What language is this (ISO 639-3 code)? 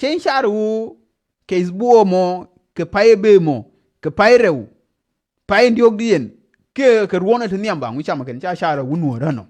nus